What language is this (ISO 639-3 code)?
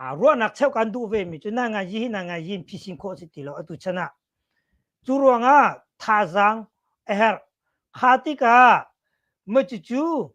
cnh